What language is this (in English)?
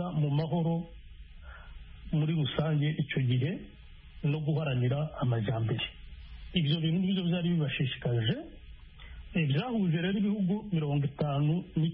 Kinyarwanda